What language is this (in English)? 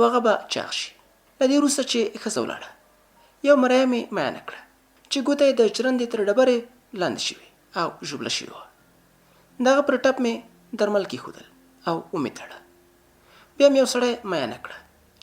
Pashto